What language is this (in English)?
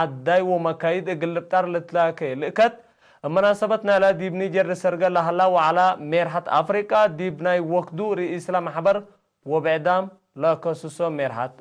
Tigre